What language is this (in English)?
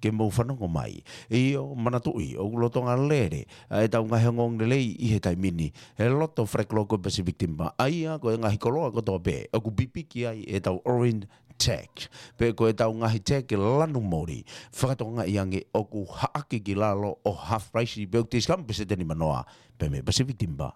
Tongan